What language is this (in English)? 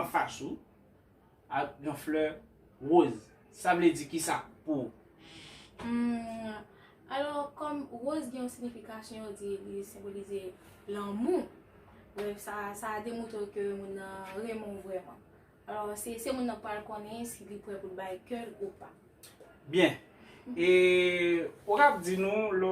Haitian Creole